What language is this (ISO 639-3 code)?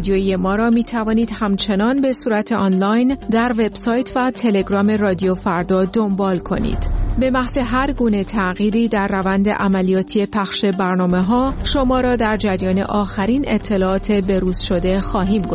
fas